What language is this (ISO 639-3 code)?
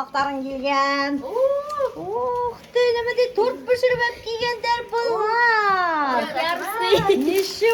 bak